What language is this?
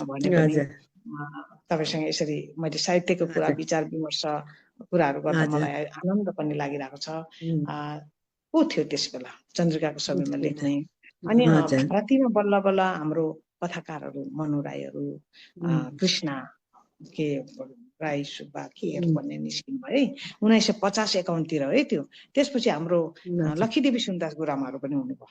Nepali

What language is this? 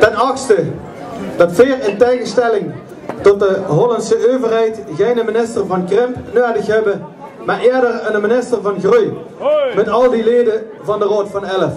Limburgish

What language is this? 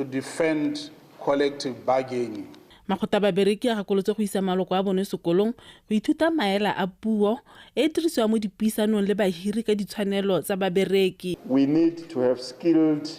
Tswana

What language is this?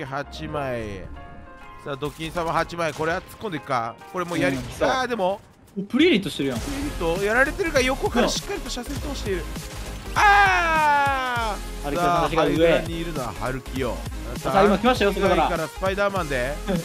Japanese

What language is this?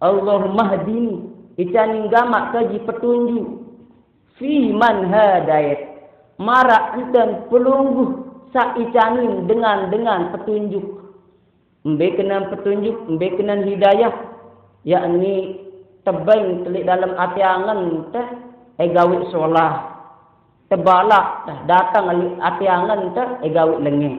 Sasak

